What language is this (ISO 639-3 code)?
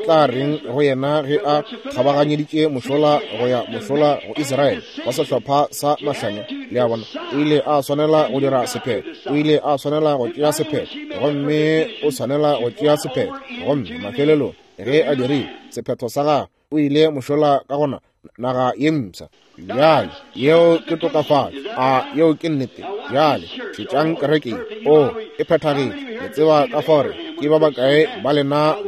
nso